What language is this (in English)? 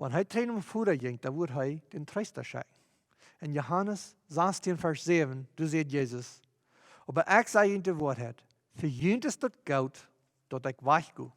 Plautdietsch